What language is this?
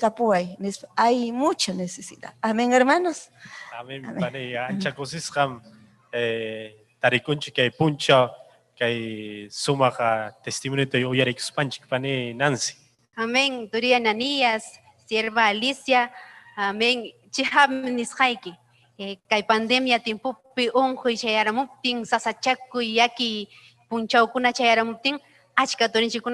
Ayacucho Quechua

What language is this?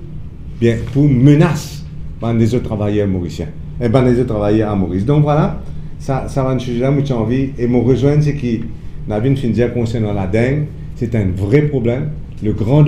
Morisyen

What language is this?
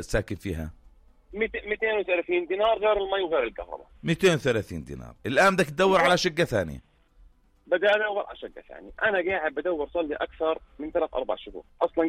North Levantine Arabic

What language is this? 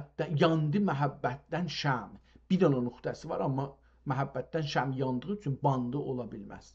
South Azerbaijani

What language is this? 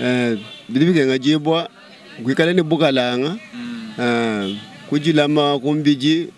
Luba-Lulua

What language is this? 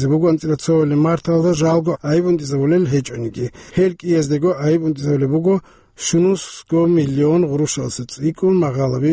Avaric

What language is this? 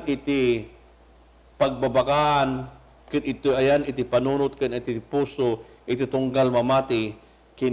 Iloko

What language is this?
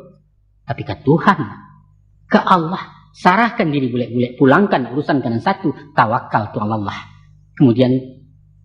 Minangkabau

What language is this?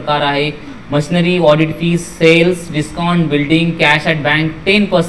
Marathi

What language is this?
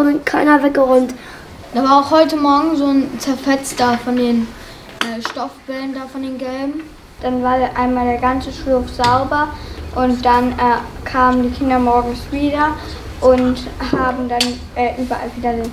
German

